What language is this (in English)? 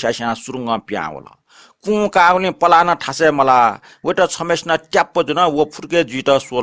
Newari